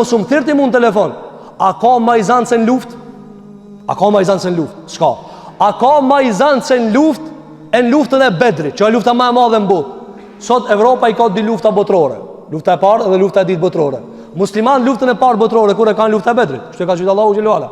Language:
Albanian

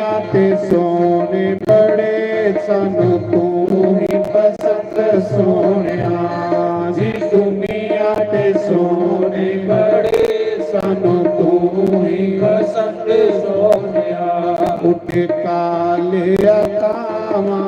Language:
Dogri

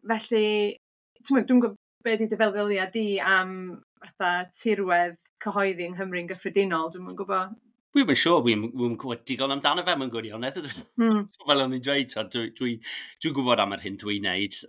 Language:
Welsh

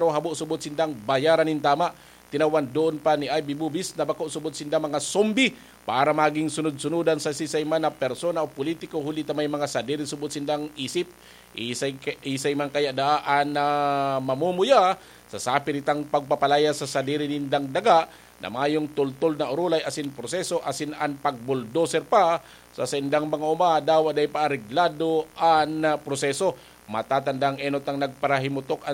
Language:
Bikol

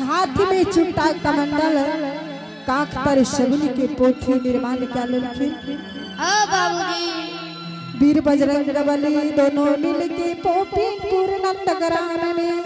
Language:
Angika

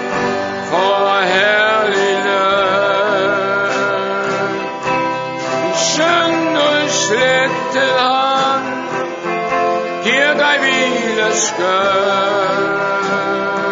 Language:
Danish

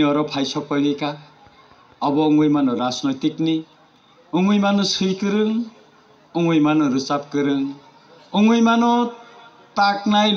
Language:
Kok Borok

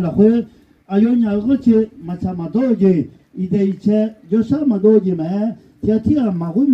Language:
Akha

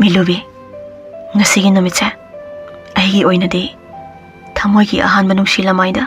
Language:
Manipuri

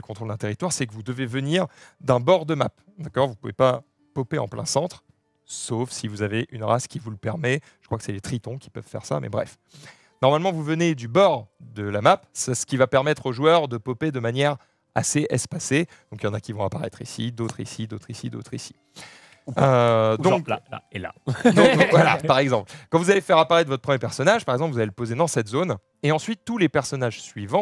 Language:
French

